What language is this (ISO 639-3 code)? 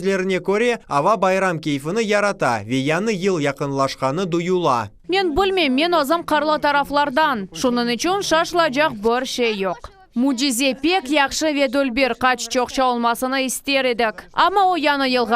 crh